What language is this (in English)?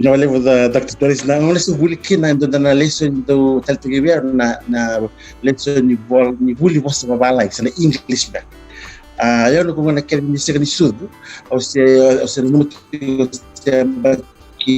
Fijian